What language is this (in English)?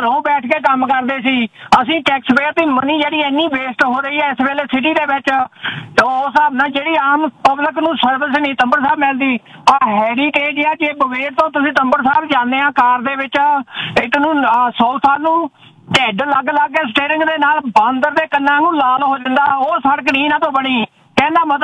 Punjabi